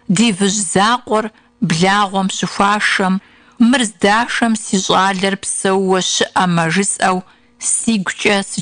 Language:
Kabardian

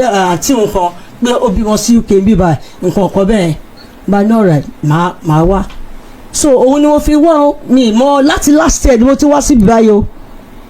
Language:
Yoruba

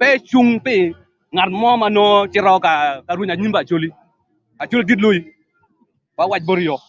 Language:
Acoli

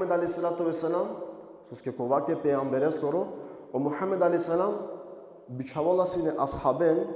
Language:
Balkan Romani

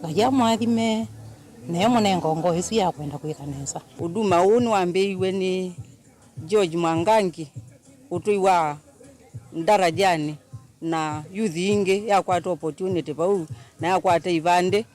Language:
Kamba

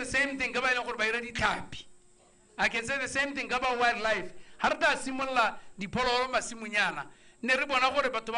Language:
Tswana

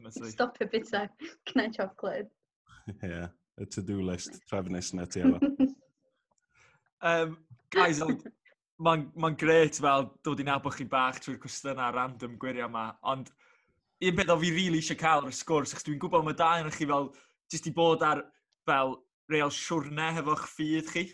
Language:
Welsh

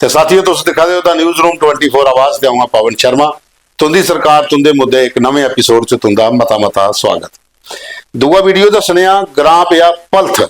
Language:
Dogri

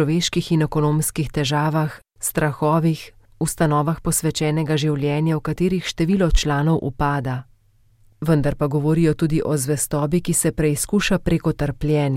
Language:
Slovenian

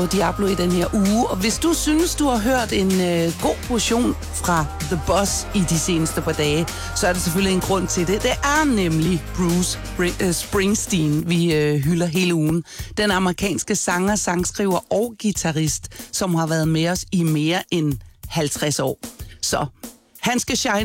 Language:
Danish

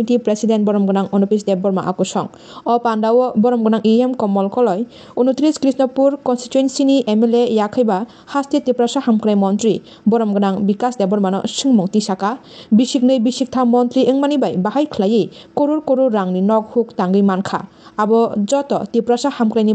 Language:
Kok Borok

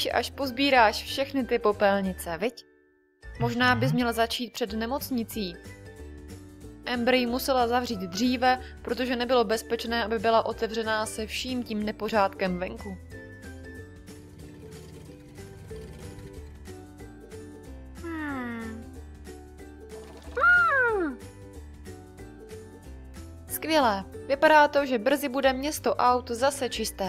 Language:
Czech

